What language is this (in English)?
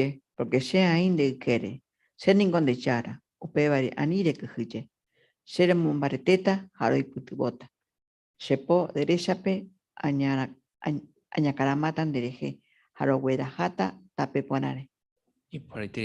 Guarani